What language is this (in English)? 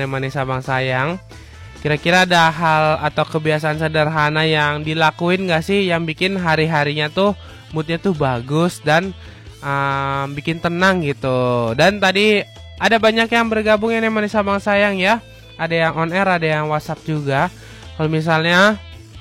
Indonesian